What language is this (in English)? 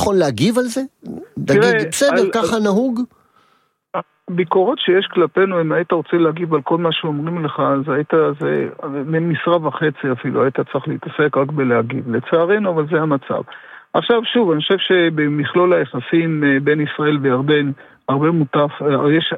Hebrew